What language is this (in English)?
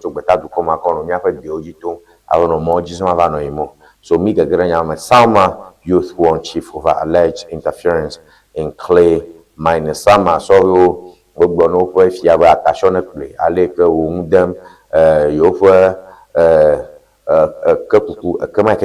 Ewe